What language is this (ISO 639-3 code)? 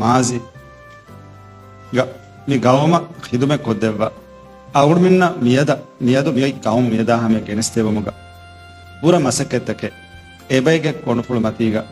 div